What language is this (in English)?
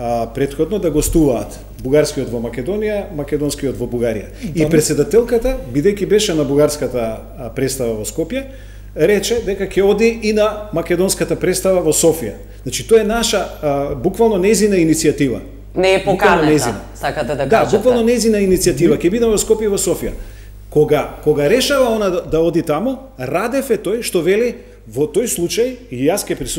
Macedonian